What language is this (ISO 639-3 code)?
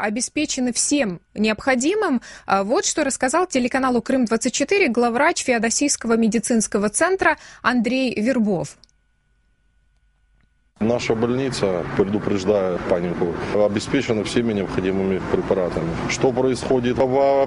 rus